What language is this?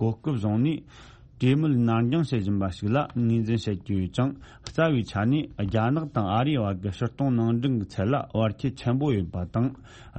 Tibetan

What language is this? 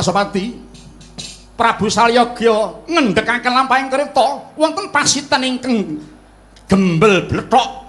Javanese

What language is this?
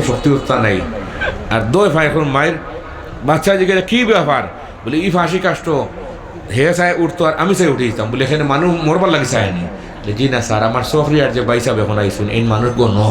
Sylheti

